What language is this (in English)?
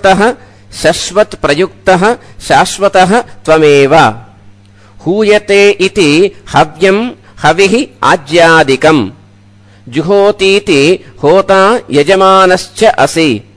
Sanskrit